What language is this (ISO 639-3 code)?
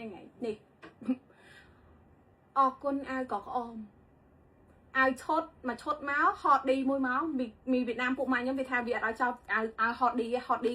khm